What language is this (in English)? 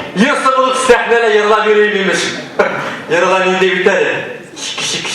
Bashkir